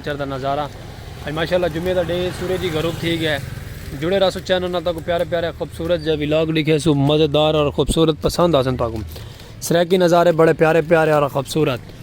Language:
Saraiki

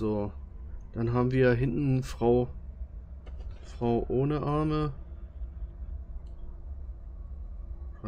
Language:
German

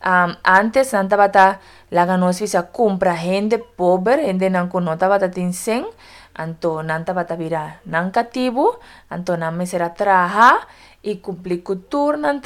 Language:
Papiamento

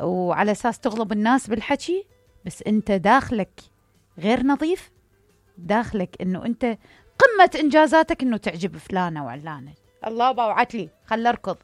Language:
Mesopotamian Arabic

